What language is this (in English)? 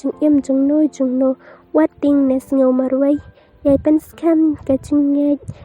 Khasi